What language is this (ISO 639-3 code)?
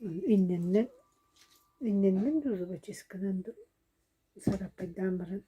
sah